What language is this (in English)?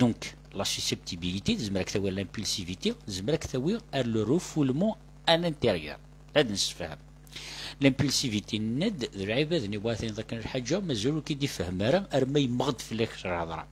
Kabyle